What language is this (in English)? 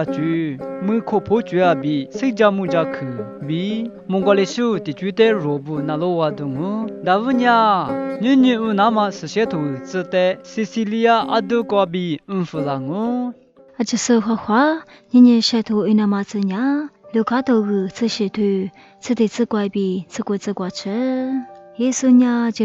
Lisu